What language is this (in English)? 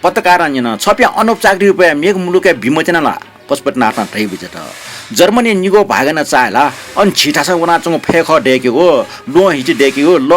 Newari